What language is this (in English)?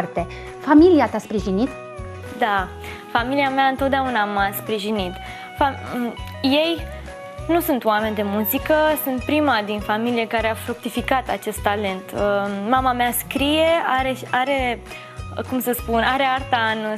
Romanian